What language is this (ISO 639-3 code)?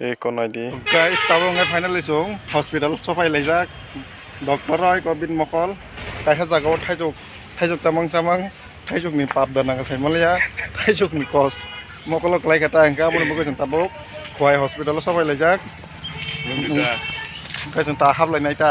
trp